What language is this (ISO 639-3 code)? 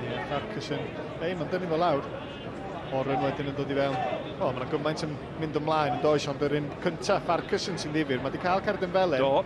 cym